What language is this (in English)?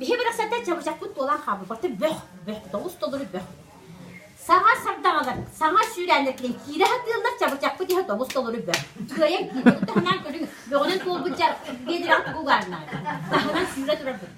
Yakut